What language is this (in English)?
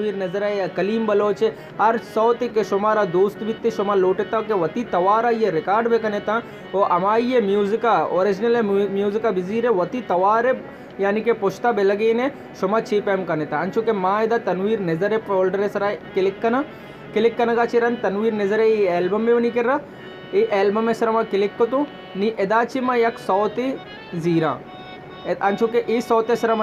Baluchi